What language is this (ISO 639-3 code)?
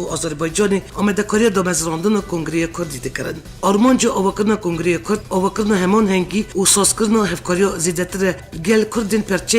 kur